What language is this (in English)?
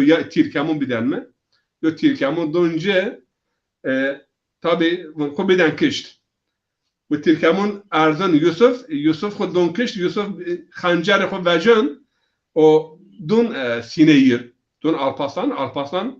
Zaza